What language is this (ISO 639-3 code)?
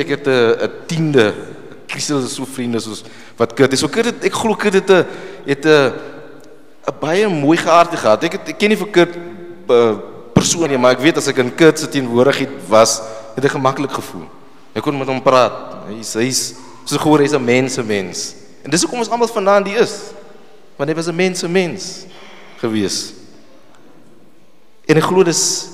afr